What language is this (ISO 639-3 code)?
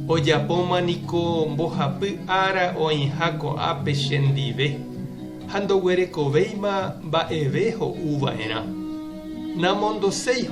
grn